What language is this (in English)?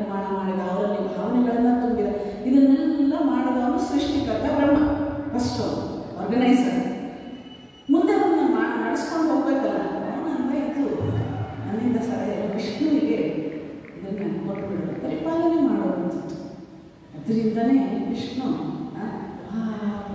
Kannada